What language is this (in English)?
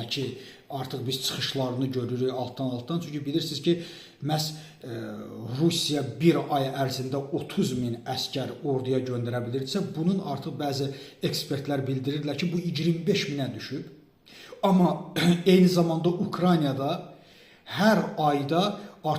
Azerbaijani